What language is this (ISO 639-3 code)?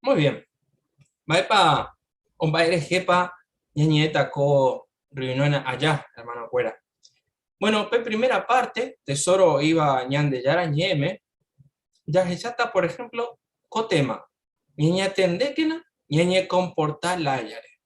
grn